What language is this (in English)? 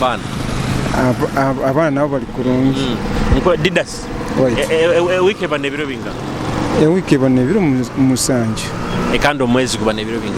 Nyoro